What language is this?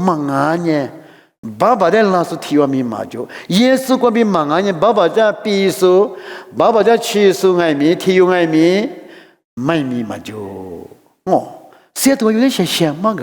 Lisu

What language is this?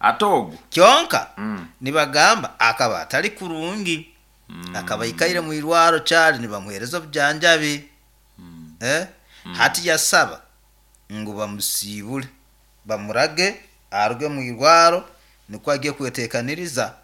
Nyoro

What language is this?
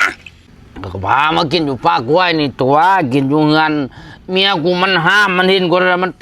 Northeastern Thai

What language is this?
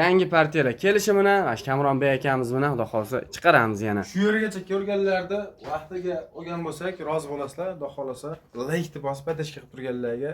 Uzbek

